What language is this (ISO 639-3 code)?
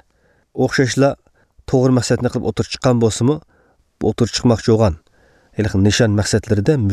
uig